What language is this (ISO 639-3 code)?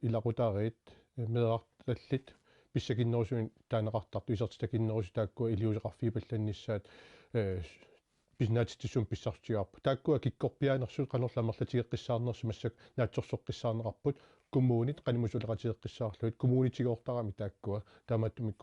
kal